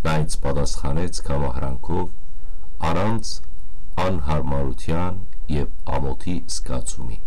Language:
Western Armenian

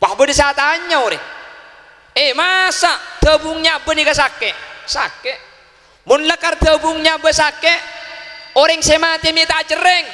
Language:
Madurese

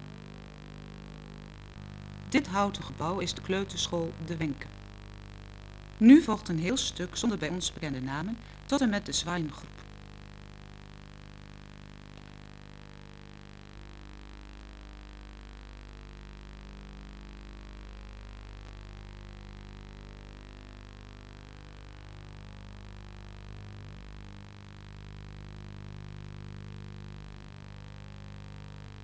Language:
Dutch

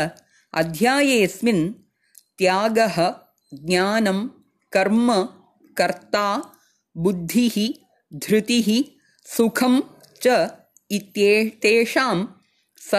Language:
Sanskrit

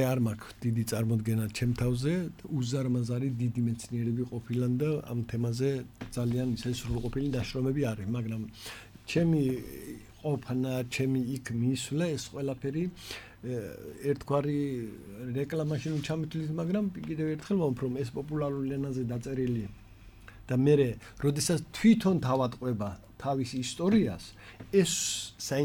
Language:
Georgian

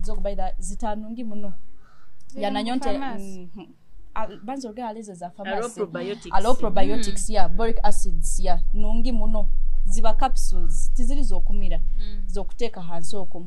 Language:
Nyoro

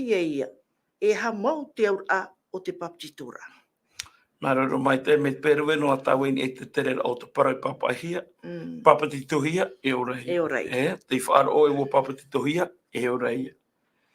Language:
Tahitian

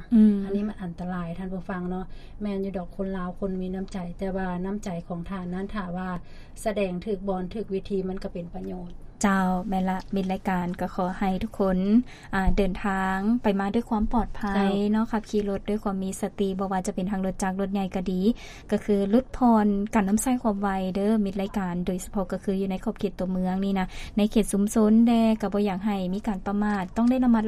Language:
Lao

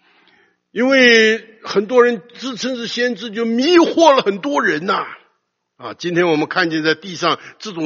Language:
Chinese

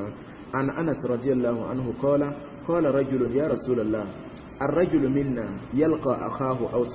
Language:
Mossi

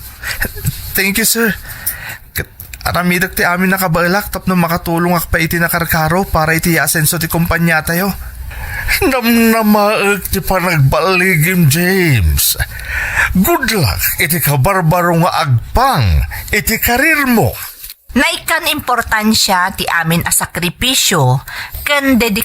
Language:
Iloko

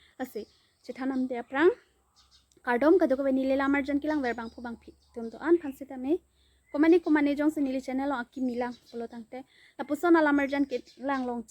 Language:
Karbi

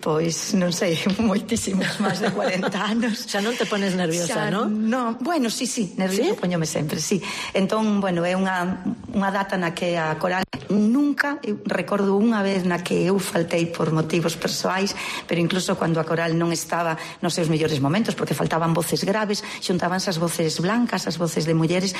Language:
Galician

